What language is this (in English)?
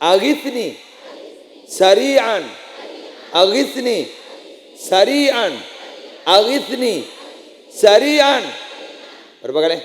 Madurese